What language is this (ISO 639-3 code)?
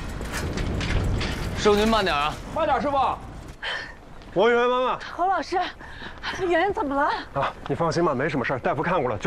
zho